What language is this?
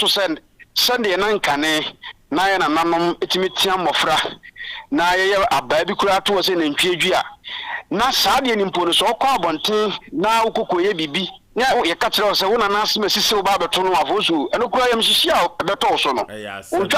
Akan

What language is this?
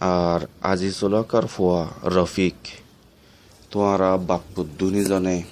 Rohingya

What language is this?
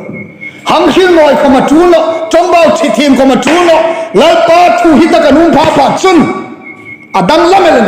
Hmar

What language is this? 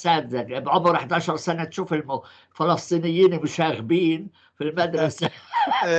North Levantine Arabic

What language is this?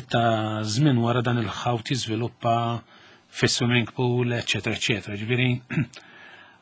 Maltese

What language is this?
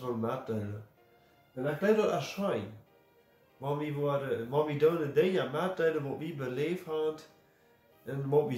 Plautdietsch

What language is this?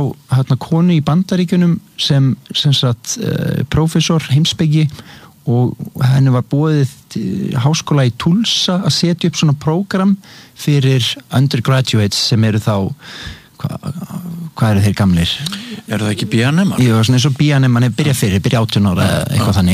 Icelandic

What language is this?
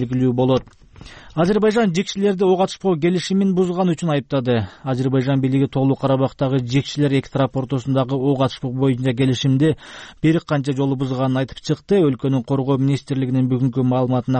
Kyrgyz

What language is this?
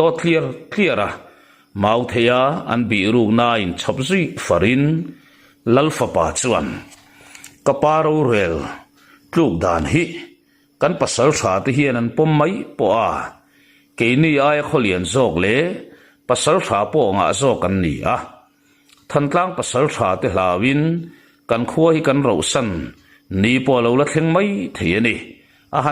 Mizo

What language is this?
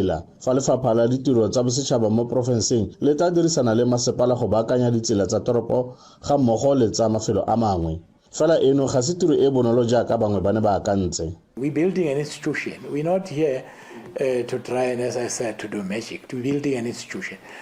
Tswana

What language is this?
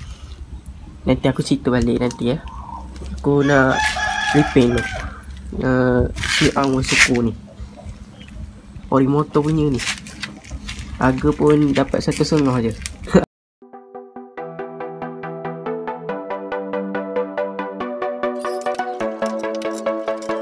Malay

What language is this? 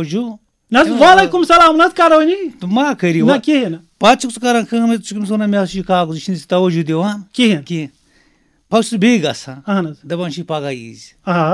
Kashmiri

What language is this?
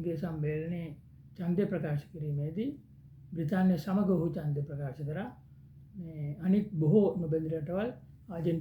Sinhala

